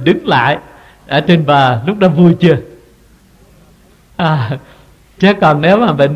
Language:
Vietnamese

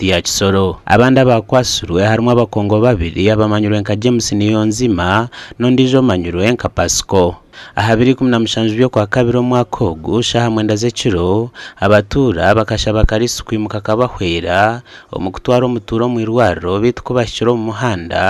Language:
Nyankole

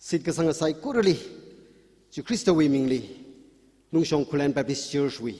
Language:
Tangkhul Naga (India)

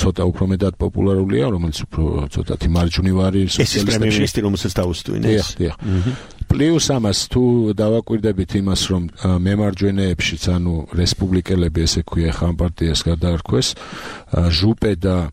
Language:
Georgian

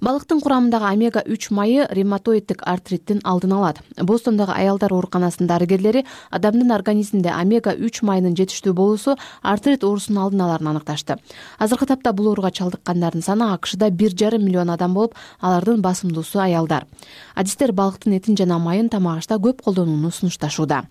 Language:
Kyrgyz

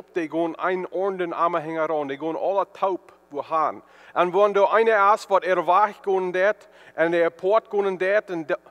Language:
Plautdietsch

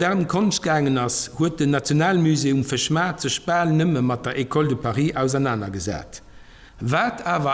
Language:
Luxembourgish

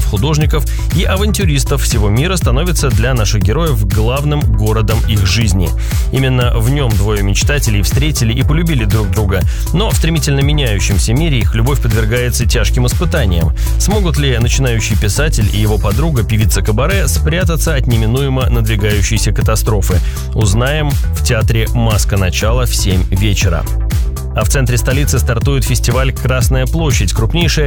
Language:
Russian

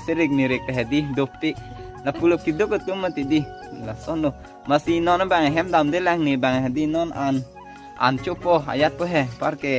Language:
Karbi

